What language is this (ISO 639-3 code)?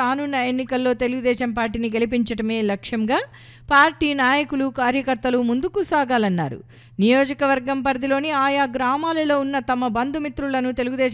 tel